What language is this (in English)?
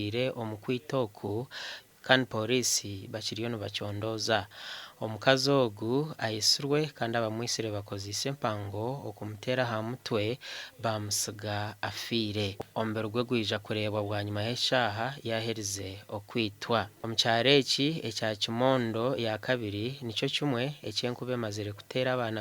Nyankole